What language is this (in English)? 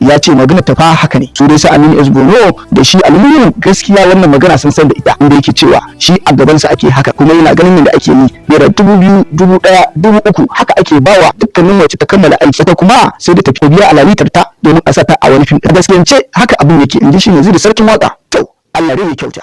Hausa